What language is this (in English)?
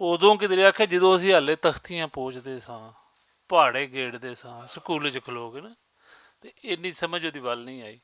Western Panjabi